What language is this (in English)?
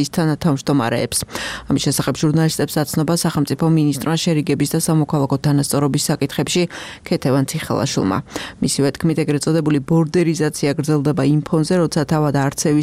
Georgian